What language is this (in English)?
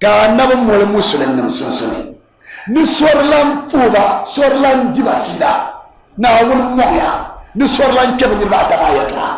Dagbani